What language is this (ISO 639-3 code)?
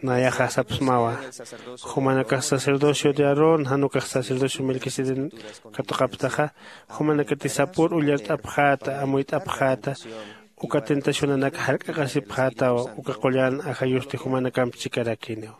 aym